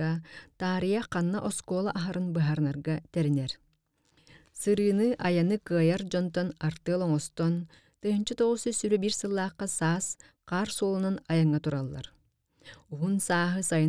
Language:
Yakut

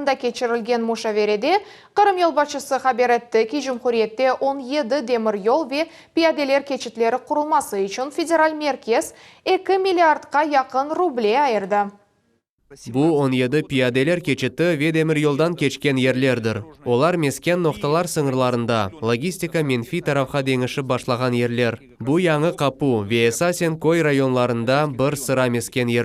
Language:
Crimean Tatar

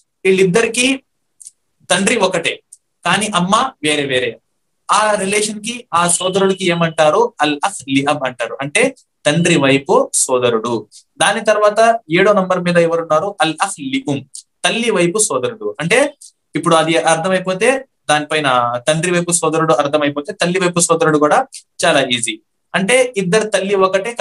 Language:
Telugu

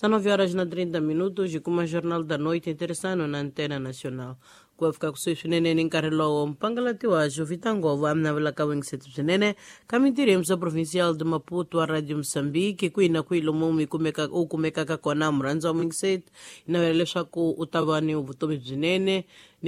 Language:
Tsonga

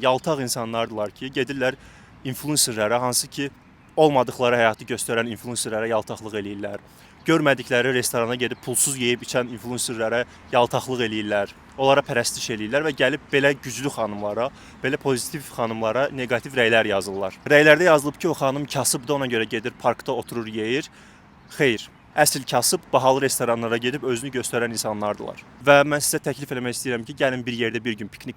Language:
Azerbaijani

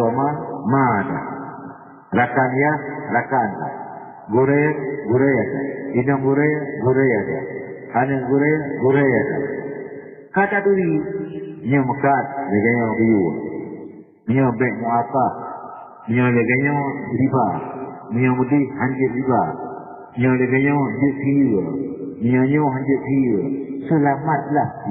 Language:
Achinese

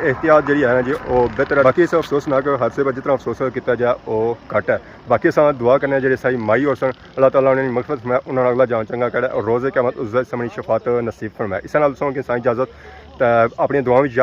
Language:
Pahari-Potwari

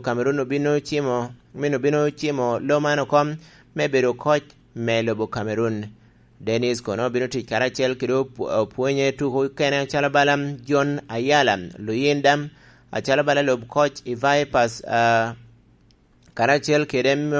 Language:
Lango (Uganda)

